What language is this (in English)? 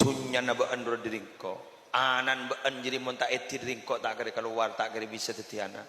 Madurese